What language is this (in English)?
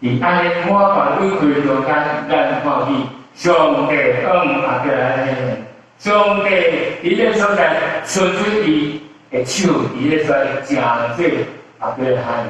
Min Nan Chinese